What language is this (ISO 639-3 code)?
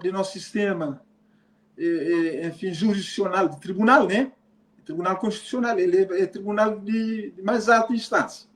kea